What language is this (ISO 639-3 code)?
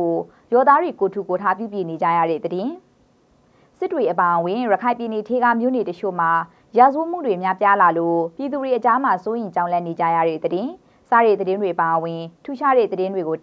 mya